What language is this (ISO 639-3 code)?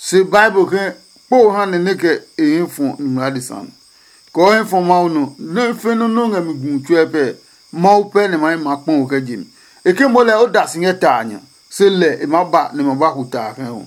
ada